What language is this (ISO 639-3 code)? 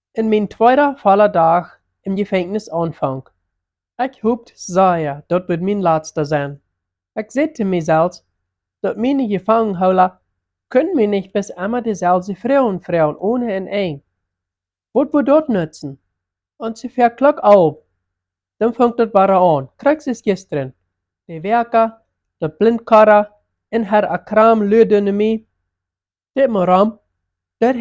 pdt